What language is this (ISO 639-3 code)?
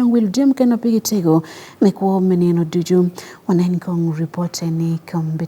ach